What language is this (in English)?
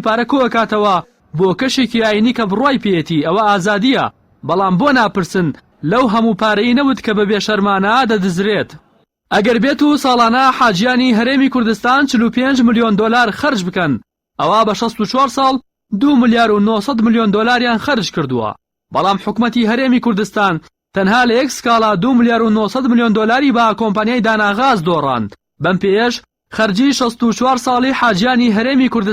Central Kurdish